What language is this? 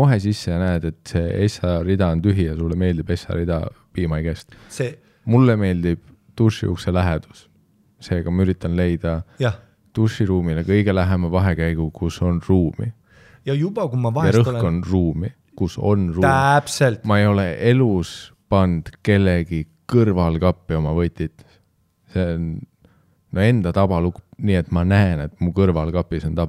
Estonian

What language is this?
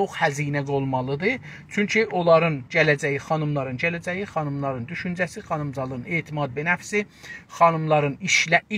South Azerbaijani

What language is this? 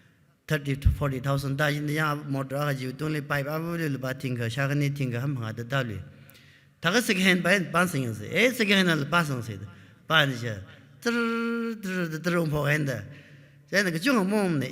Tangkhul Naga (India)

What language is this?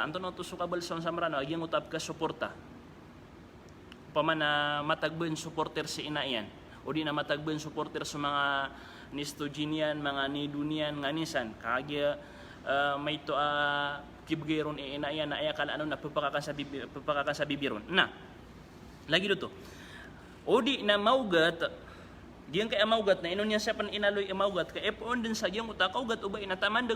Maranao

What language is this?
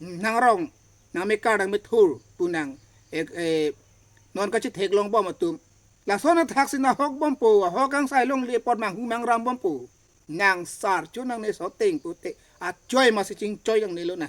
Karbi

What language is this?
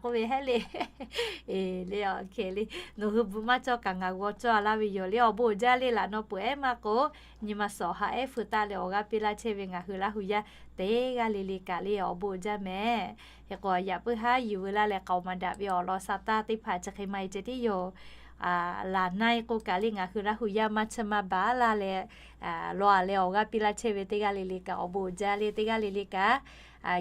Lahu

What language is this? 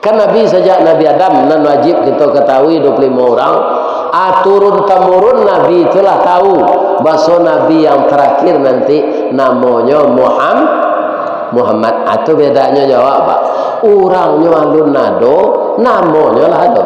Minangkabau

